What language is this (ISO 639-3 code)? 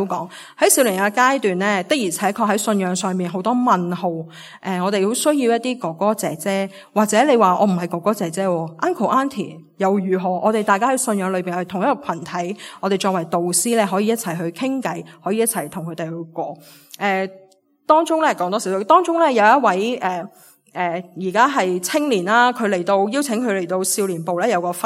yue